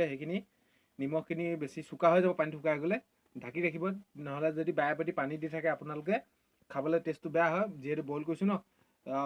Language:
Assamese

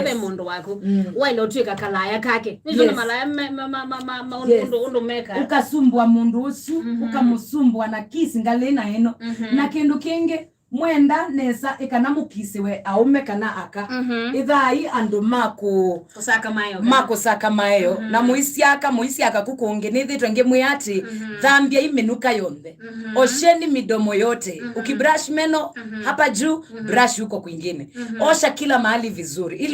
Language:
Kamba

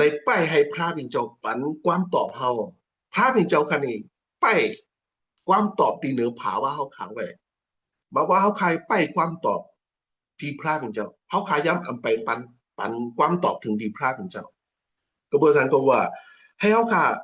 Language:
Shan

